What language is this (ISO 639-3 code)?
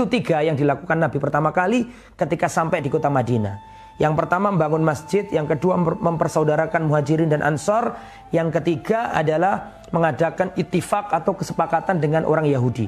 ind